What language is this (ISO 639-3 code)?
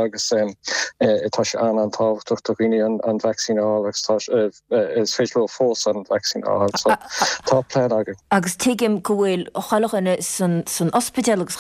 gle